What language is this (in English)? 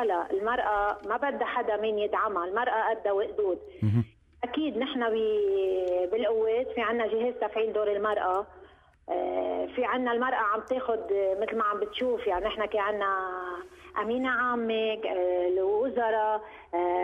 North Levantine Arabic